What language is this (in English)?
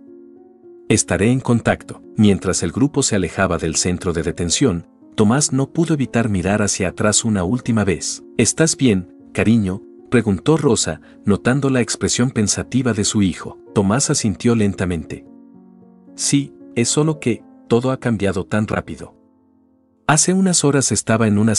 Spanish